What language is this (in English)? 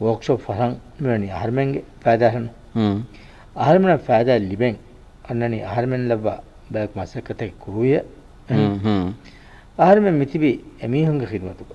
Divehi